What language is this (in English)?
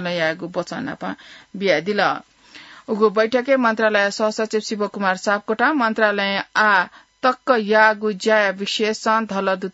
Newari